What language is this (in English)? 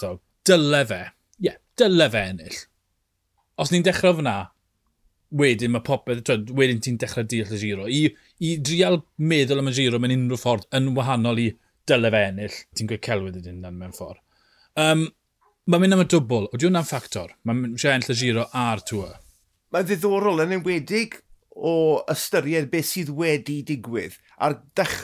Welsh